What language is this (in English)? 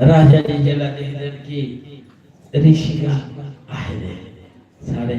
Dogri